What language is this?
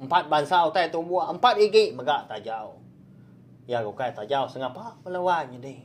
Iban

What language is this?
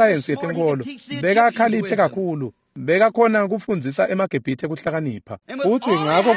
Swati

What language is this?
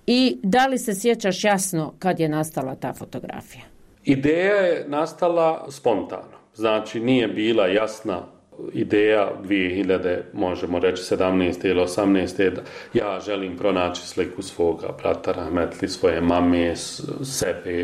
Bosnian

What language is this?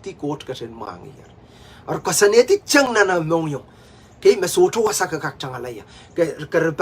Pohnpeian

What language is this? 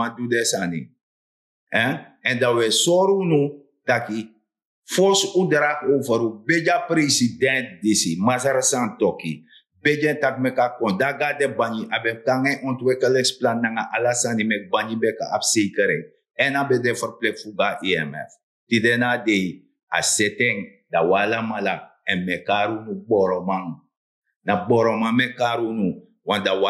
Sranan Tongo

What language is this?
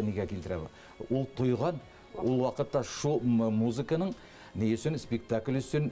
Bashkir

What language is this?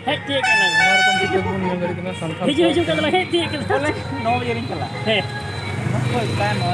Santali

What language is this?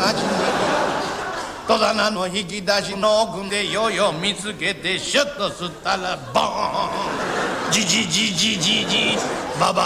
Japanese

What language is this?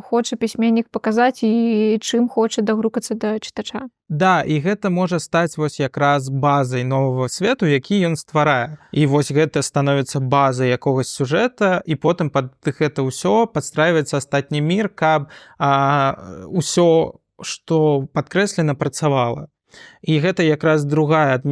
Belarusian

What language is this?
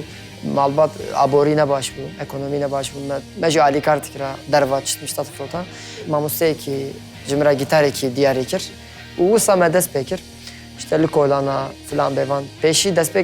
Kurdish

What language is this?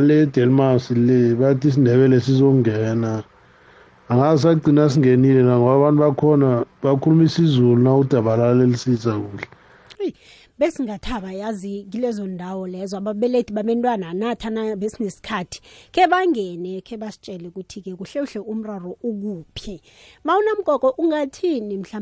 South Ndebele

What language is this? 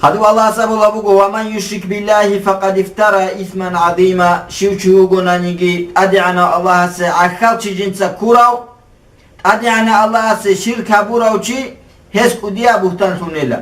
Avaric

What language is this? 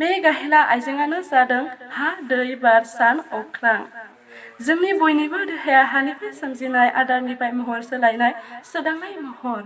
Bodo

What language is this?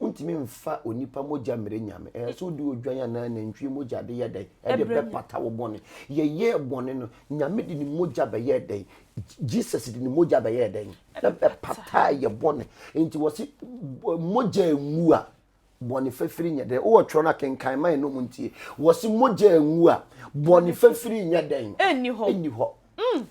Akan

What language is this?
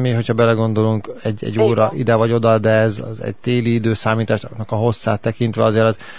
Hungarian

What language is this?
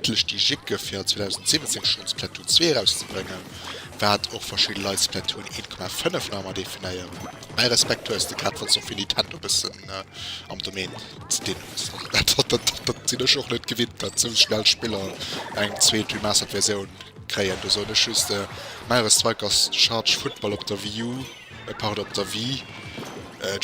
Luxembourgish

